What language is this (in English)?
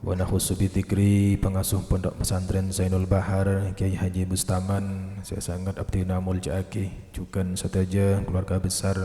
Madurese